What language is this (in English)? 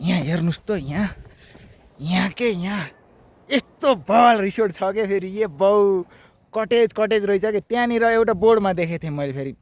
Nepali